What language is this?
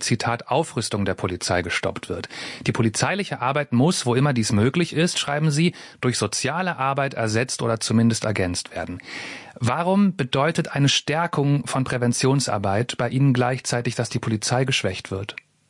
German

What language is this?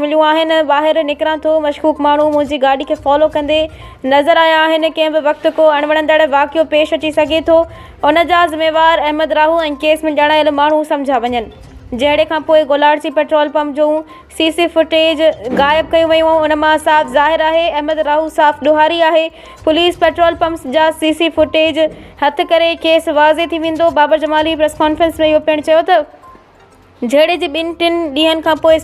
Sindhi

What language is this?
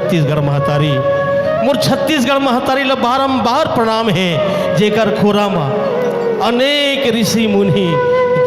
Chhattisgarhi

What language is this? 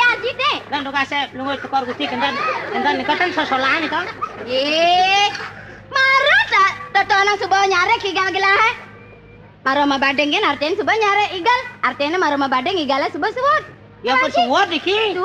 Balinese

